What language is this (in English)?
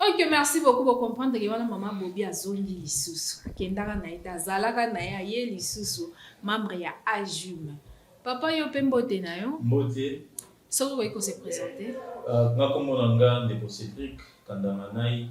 Lingala